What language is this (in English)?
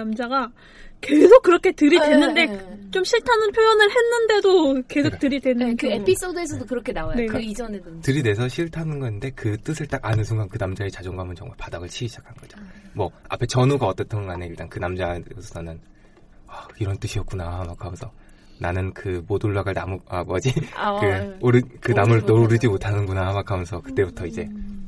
Korean